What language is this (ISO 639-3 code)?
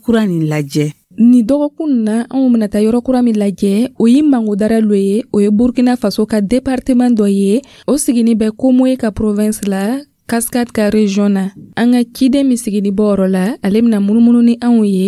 dyu